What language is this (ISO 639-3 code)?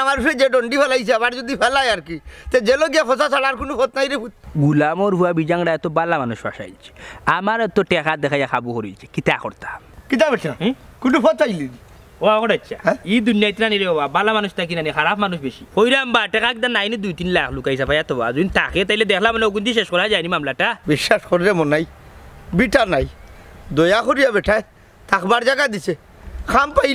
syl